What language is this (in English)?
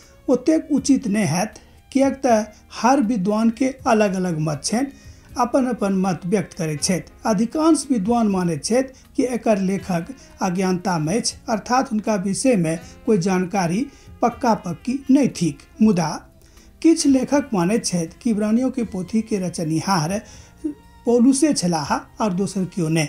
Maithili